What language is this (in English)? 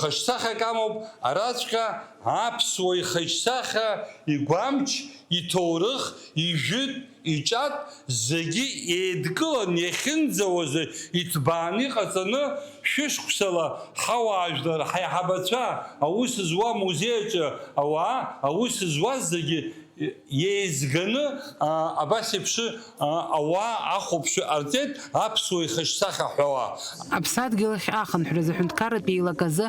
Abkhazian